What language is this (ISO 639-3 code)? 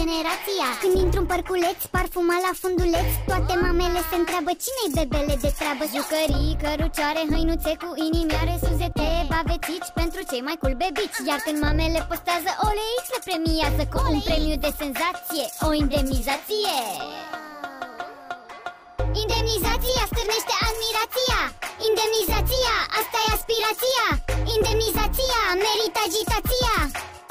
ron